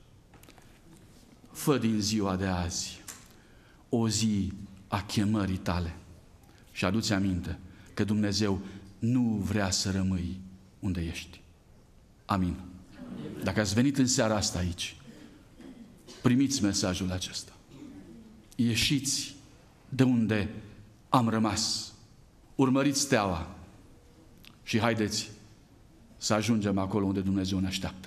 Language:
Romanian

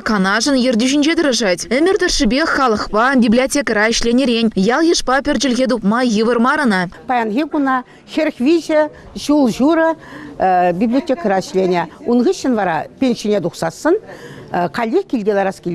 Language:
Chuvash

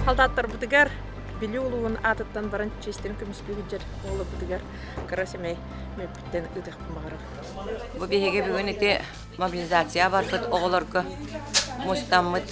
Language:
Yakut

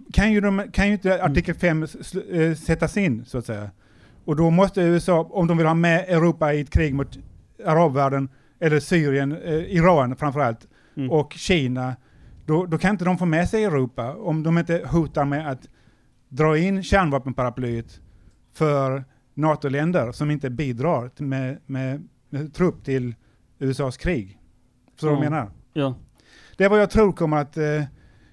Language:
Swedish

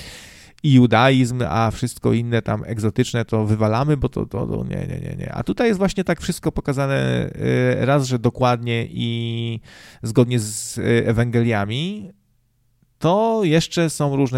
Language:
Polish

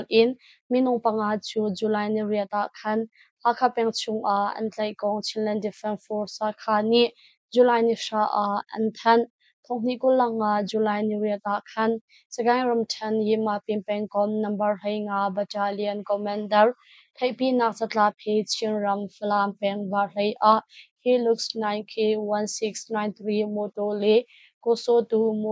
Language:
Hakha Chin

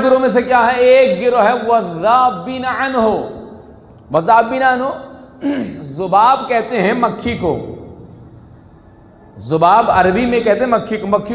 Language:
Urdu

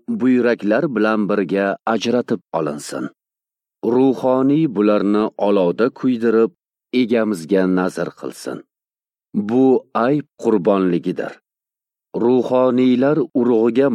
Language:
Uzbek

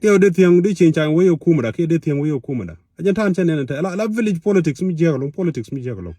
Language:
Nuer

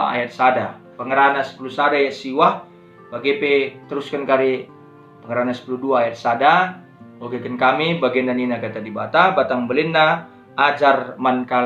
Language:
Batak Karo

